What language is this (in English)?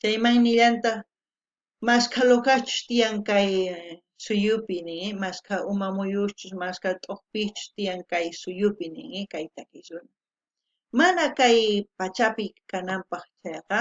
South Bolivian Quechua